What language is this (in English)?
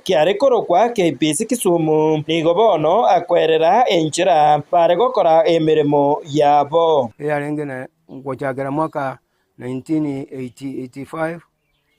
Gusii